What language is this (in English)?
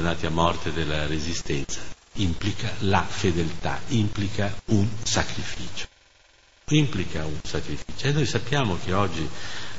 Italian